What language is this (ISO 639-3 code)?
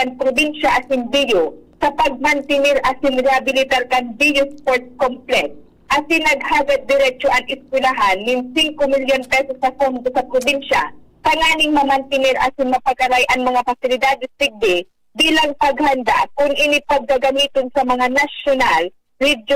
bik